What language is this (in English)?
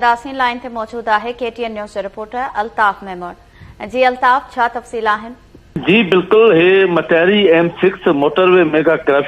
Sindhi